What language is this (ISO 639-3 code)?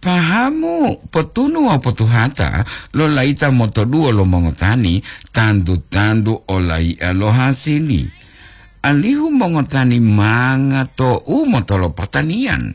gor